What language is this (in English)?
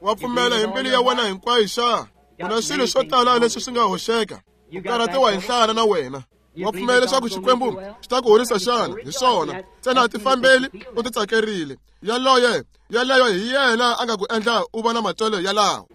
Tsonga